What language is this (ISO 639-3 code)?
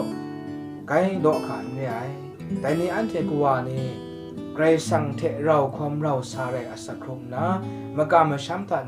kac